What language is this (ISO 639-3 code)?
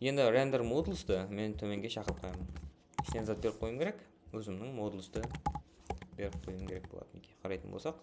kaa